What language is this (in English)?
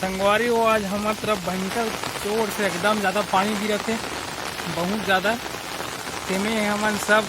Chhattisgarhi